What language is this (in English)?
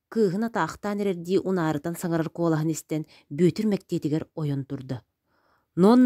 Yakut